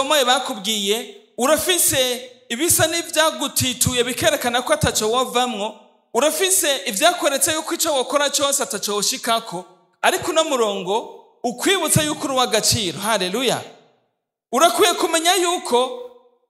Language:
Rundi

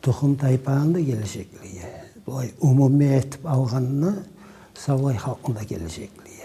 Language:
Kumyk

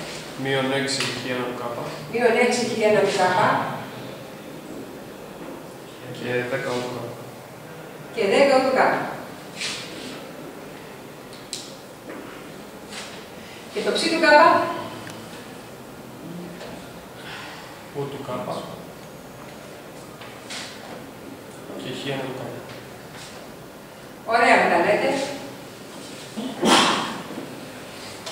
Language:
Greek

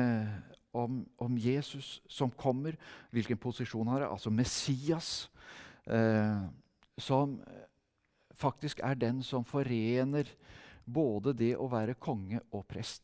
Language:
Norwegian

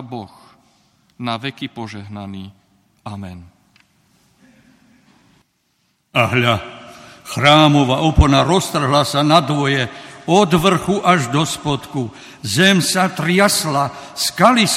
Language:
Slovak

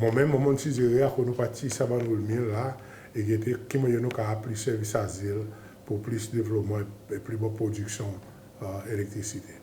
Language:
Seselwa Creole French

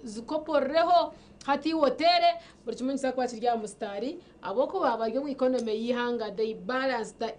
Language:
Nyankole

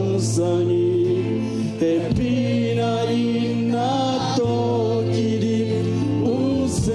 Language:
Tedim Chin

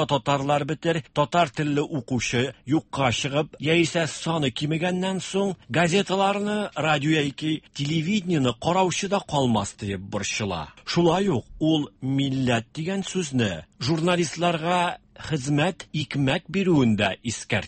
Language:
Tatar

